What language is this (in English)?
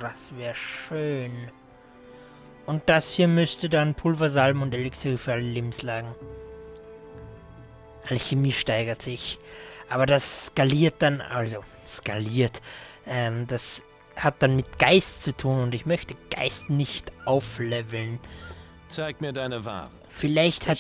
German